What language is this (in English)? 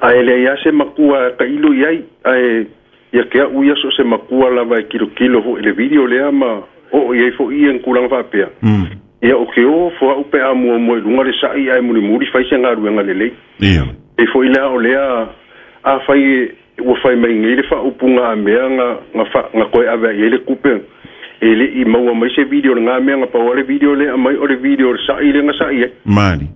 Samoan